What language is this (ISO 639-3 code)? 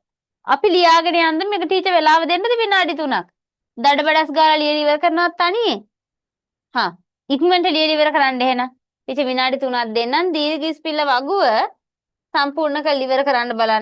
sin